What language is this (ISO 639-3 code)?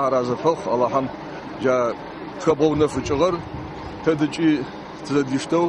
ady